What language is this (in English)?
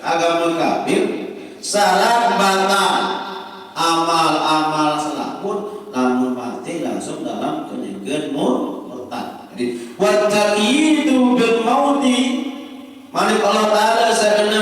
Sasak